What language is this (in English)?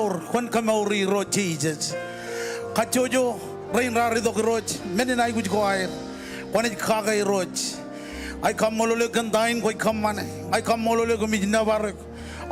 Marshallese